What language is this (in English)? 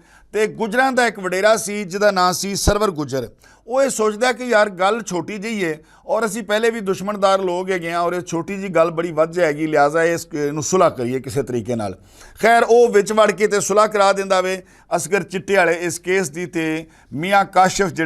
Western Panjabi